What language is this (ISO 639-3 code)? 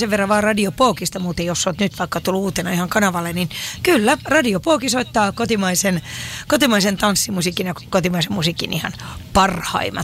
fin